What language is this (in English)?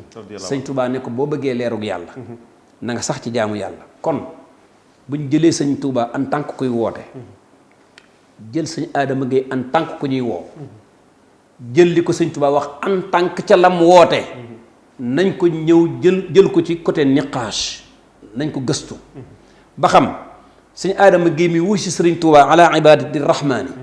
Wolof